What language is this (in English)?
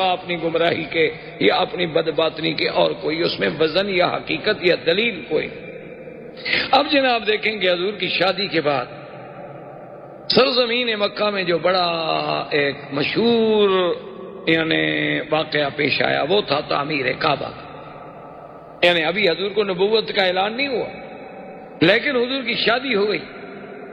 Urdu